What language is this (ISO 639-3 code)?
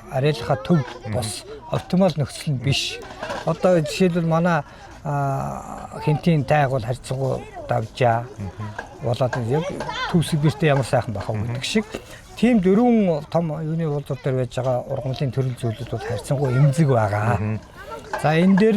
mon